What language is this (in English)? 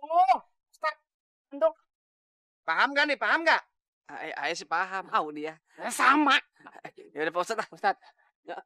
Betawi